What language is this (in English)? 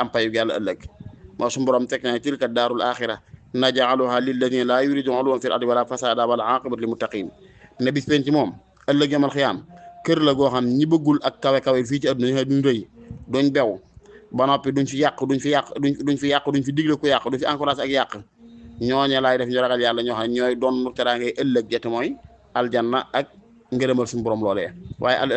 Wolof